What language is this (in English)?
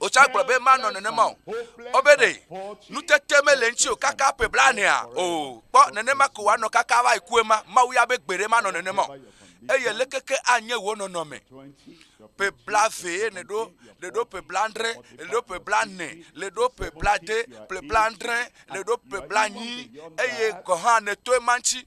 Ewe